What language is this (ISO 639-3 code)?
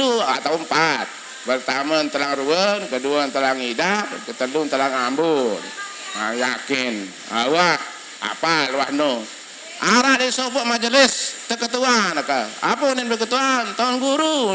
sas